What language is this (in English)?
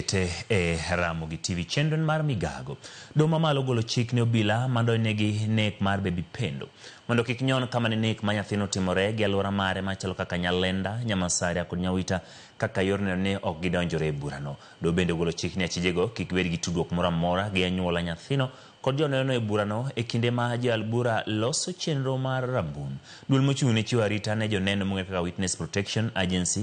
Luo (Kenya and Tanzania)